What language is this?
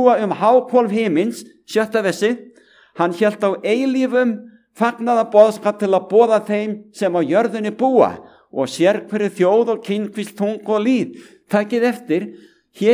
Icelandic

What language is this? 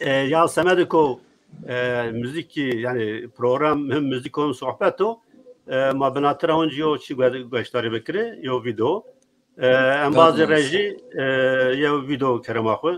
Zaza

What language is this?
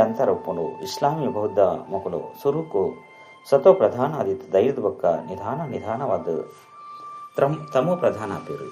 Tulu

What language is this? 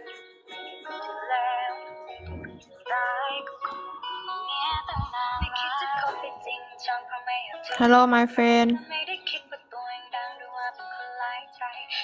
Thai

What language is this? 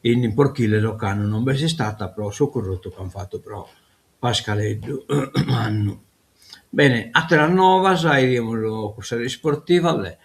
Sardinian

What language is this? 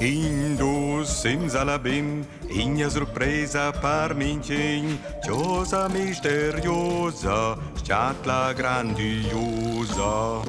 Romansh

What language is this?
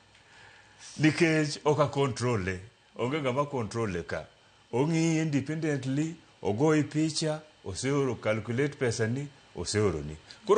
Luo (Kenya and Tanzania)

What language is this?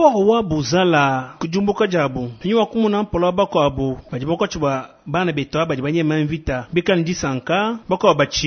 Luba-Lulua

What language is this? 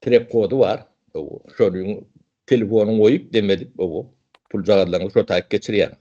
Turkmen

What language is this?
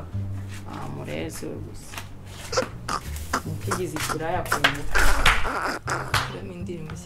Kinyarwanda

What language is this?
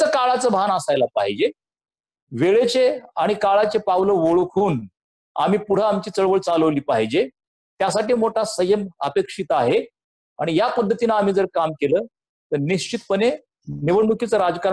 Marathi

